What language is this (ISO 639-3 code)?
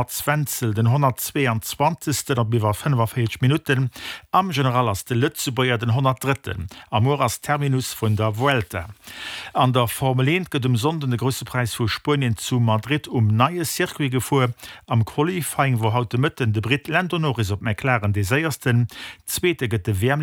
ltz